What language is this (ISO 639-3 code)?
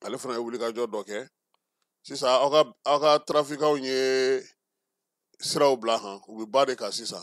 bam